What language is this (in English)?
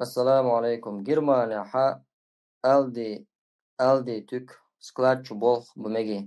Chechen